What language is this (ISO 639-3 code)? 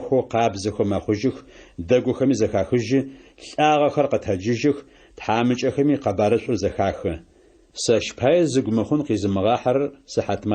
ady